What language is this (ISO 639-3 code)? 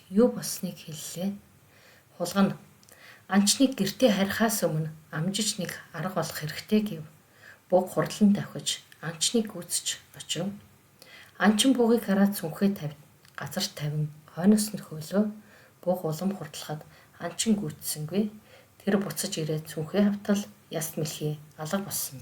mon